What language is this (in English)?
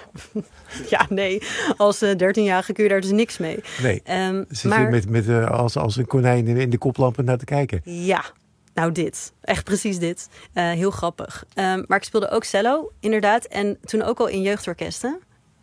Dutch